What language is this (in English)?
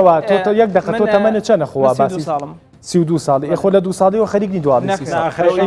Central Kurdish